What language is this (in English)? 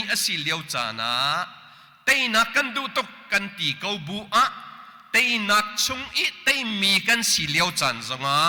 Hakha Chin